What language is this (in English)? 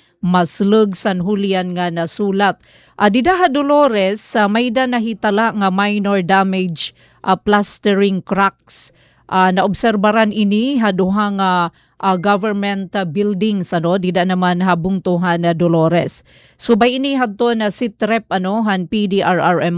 Waray